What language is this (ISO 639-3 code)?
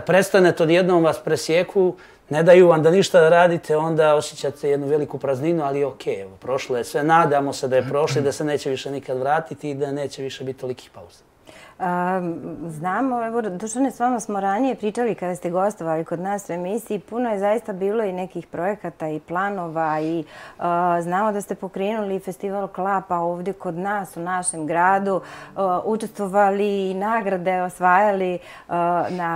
bos